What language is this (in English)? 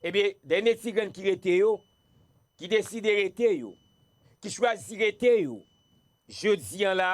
Haitian Creole